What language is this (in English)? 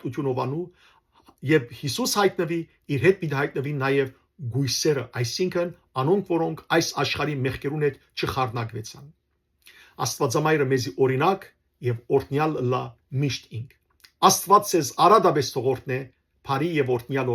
Western Armenian